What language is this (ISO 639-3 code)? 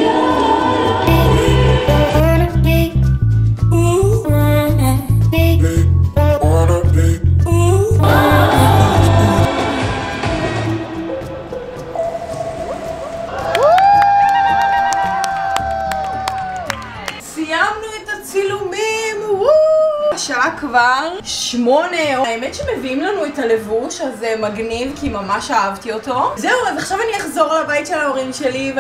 heb